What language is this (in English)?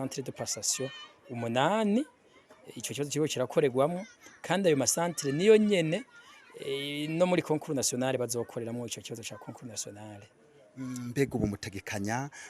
Rundi